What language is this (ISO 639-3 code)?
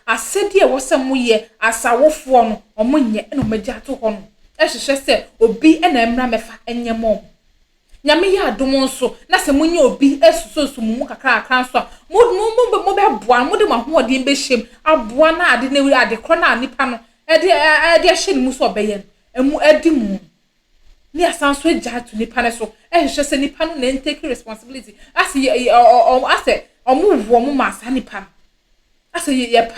aka